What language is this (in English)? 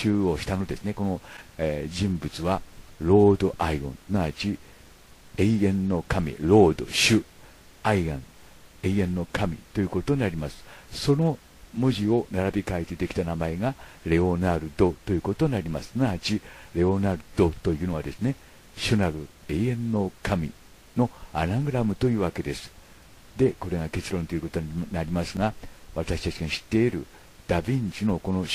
Japanese